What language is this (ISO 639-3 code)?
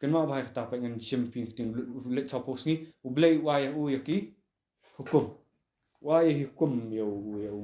kha